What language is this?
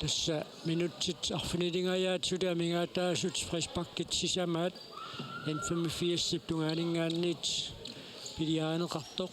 Kalaallisut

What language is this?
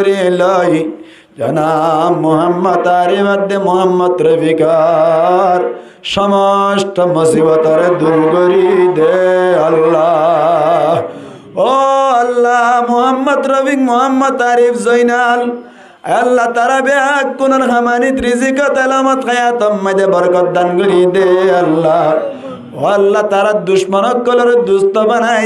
Rohingya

